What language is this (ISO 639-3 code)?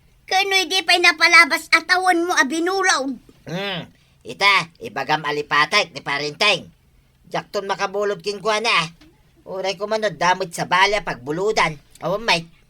ilo